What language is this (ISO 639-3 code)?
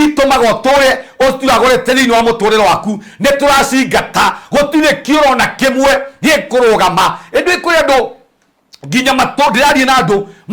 kik